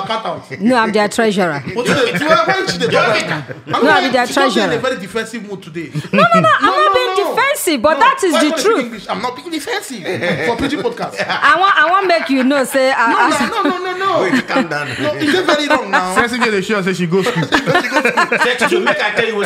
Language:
Nigerian Pidgin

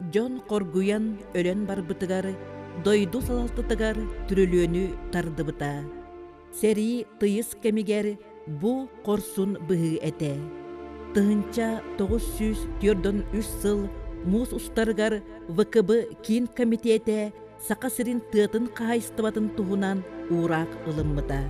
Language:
Yakut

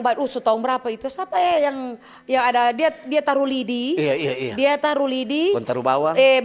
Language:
Manado Malay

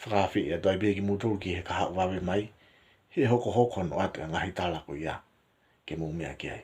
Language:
Tongan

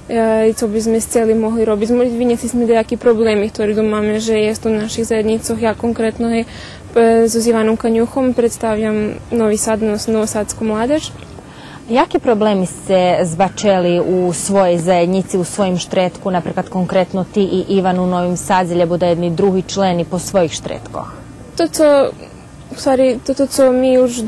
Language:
Rusyn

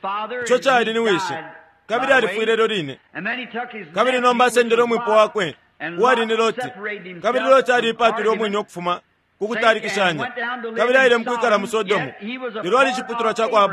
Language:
Bemba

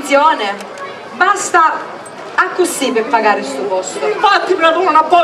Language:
Sicilian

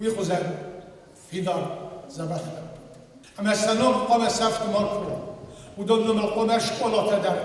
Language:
Ossetic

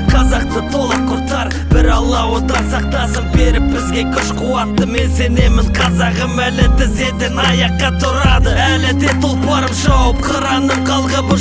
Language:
Kazakh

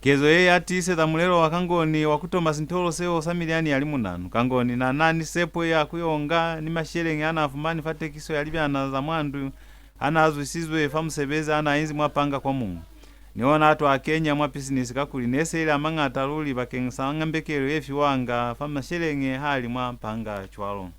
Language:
Lozi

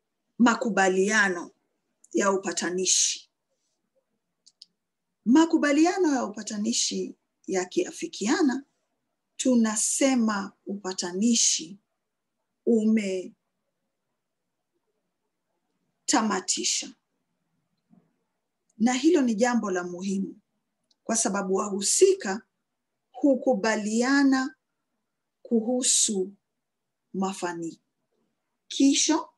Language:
Swahili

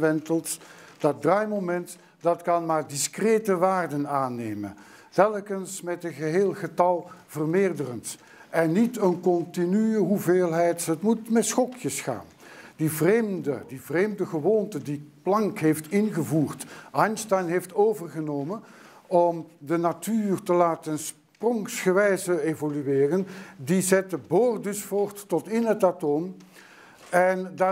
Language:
Dutch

